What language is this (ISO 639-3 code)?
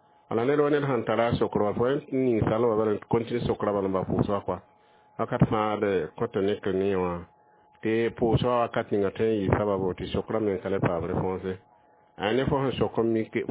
mos